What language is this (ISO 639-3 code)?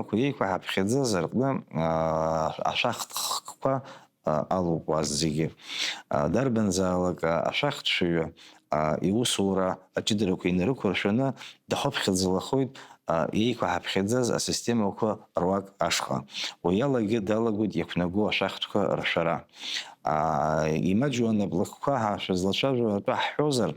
abk